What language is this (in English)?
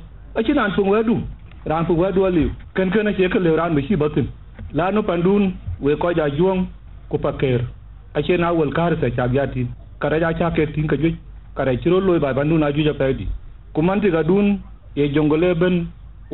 Dinka